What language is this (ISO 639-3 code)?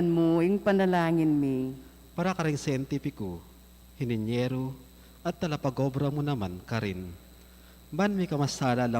pam